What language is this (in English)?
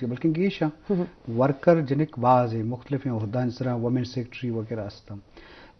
Eastern Balochi